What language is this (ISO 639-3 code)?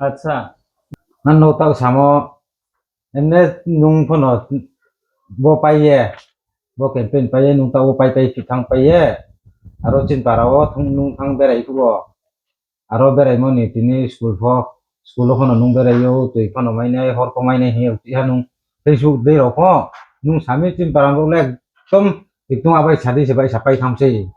ria